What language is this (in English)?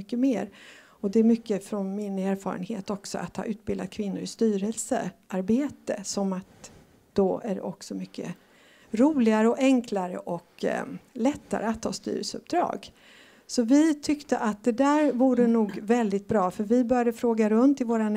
Swedish